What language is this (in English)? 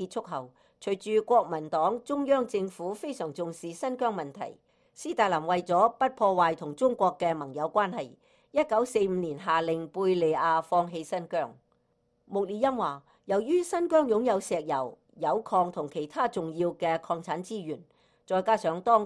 Cantonese